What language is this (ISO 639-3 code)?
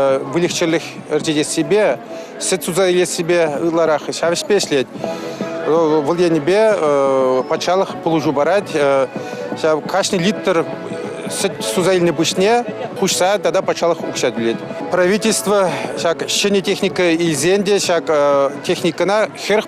chv